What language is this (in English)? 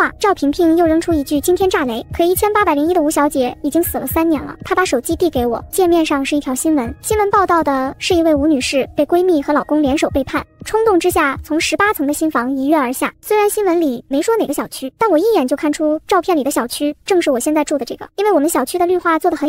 Chinese